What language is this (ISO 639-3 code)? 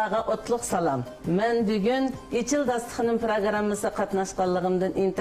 uig